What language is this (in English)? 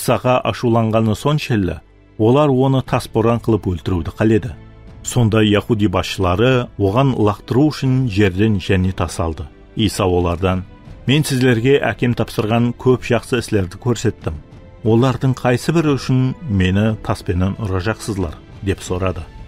Kara-Kalpak